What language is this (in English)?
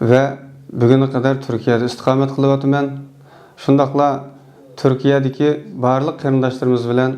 Uyghur